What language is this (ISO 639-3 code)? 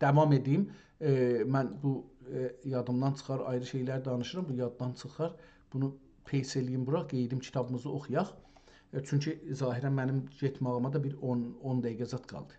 azb